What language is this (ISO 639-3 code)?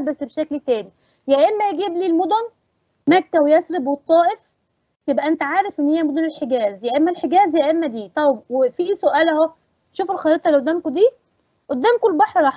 arz